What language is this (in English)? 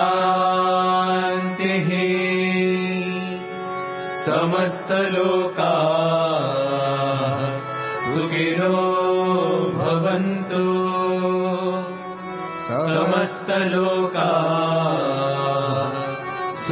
Telugu